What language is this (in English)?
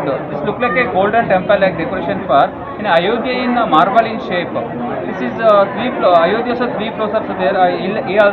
Konkani